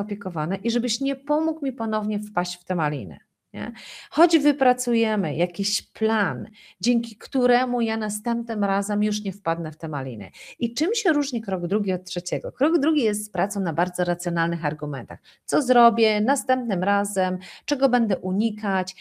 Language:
Polish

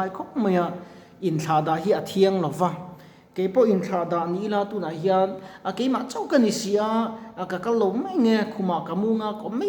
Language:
Mizo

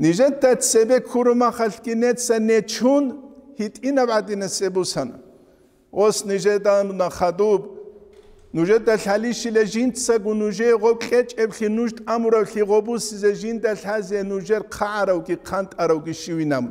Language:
Avaric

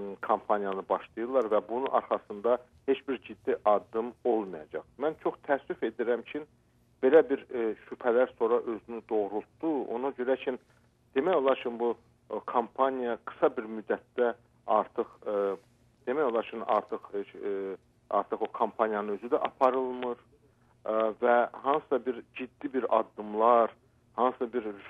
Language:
Azerbaijani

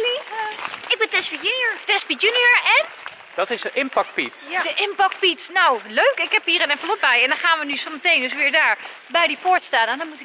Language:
Dutch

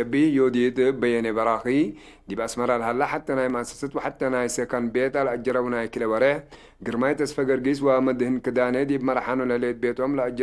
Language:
Tigre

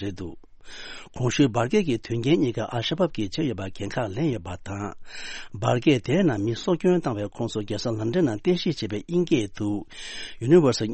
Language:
Tibetan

